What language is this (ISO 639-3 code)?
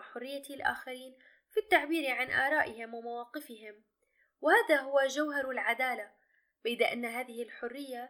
ara